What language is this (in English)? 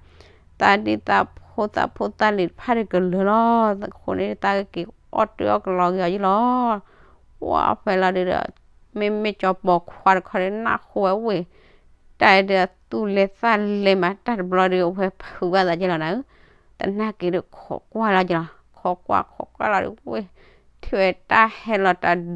S'gaw Karen